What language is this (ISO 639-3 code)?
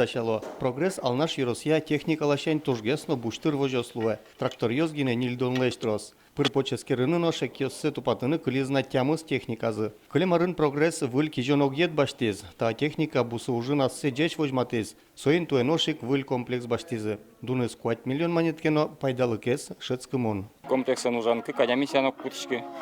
udm